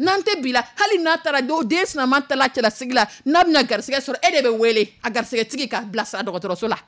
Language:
Dyula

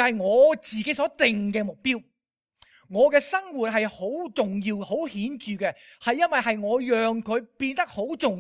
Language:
Cantonese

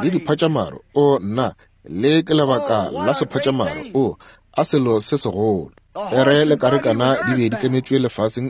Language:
Northern Sotho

